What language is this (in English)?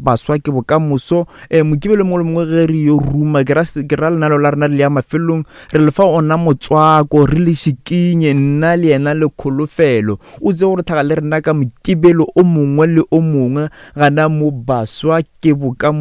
Northern Sotho